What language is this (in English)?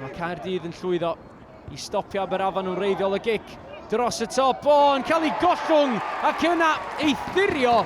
Welsh